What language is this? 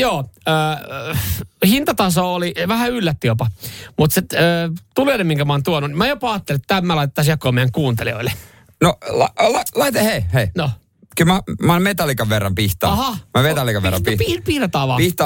Finnish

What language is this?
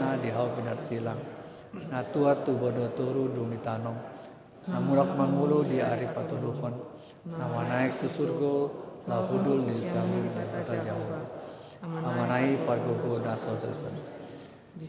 Batak Toba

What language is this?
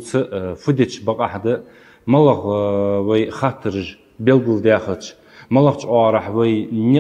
Ingush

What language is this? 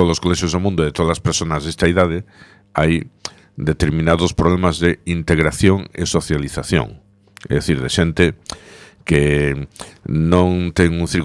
Galician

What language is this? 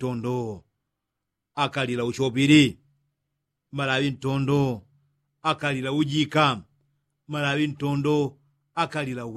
Yao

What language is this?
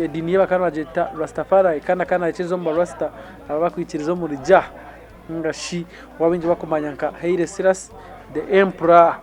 Nyankole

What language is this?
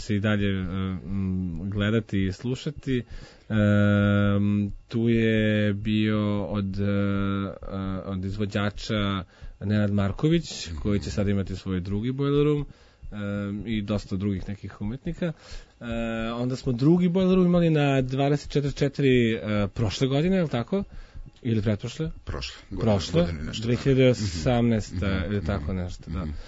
Serbian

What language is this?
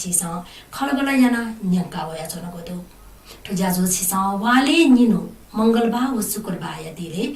Newari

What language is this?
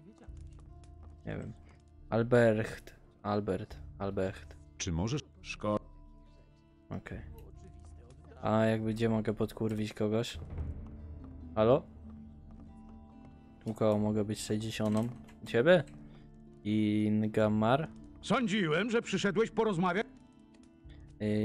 Polish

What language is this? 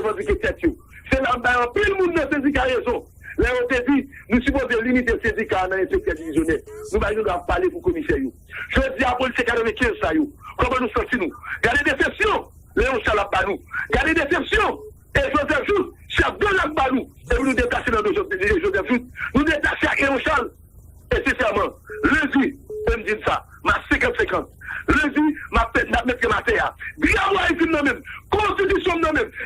Haitian Creole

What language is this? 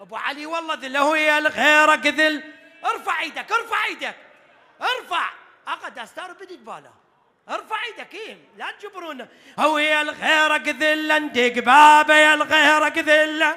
Mesopotamian Arabic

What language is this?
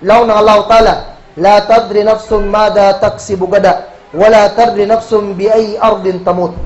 Kagan Kalagan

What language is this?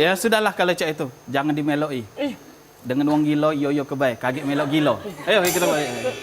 Musi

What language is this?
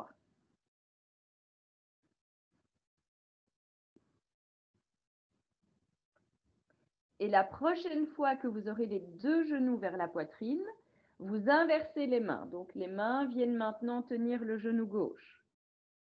French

